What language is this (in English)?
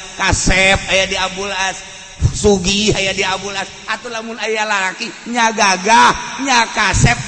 Sundanese